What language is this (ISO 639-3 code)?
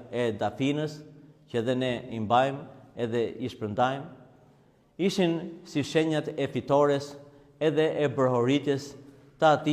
sqi